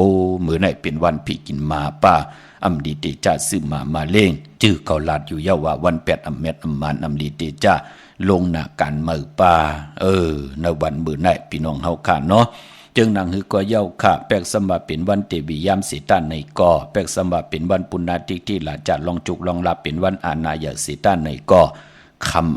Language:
Shan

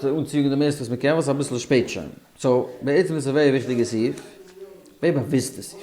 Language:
Yiddish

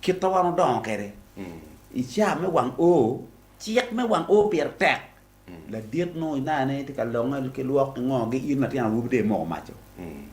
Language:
Acoli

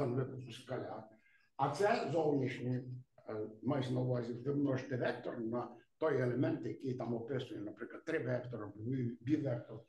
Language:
Ukrainian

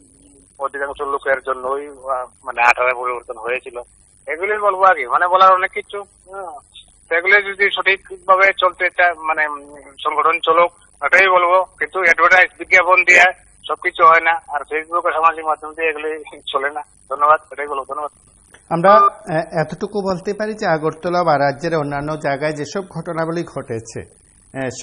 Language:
Bangla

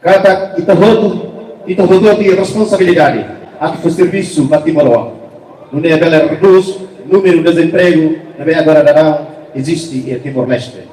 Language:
Tetum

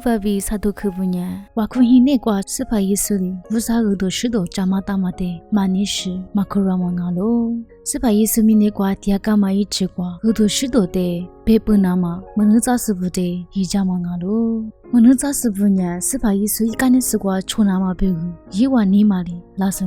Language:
Lisu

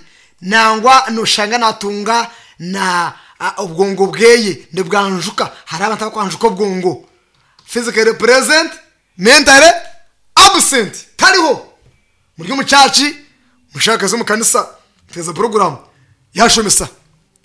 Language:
Nyankole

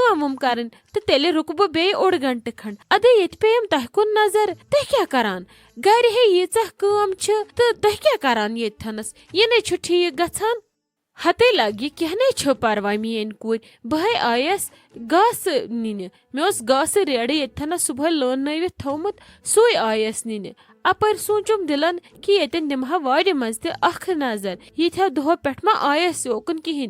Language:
Kashmiri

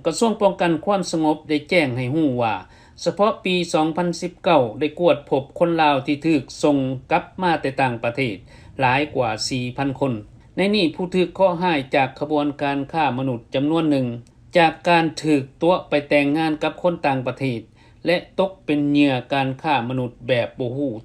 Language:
Lao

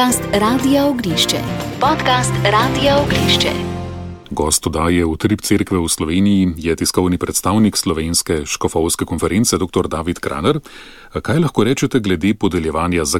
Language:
Slovenian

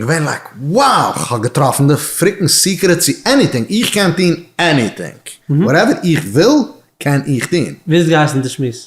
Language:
Yiddish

